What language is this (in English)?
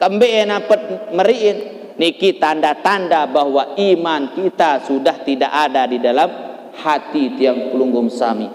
Sasak